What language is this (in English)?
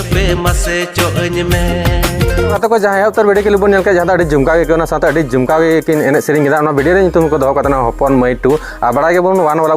Santali